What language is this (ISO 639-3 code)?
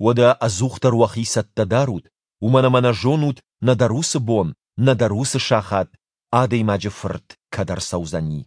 oss